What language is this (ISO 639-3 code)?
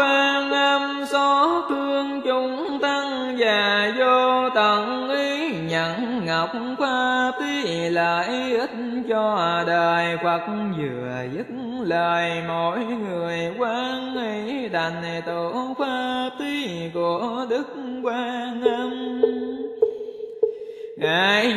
vie